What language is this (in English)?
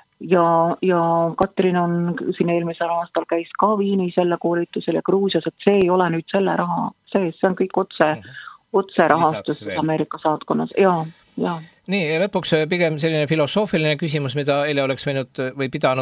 Estonian